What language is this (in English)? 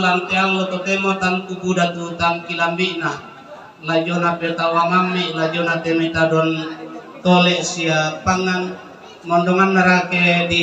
Toraja-Sa'dan